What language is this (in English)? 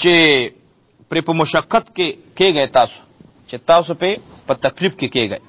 Pashto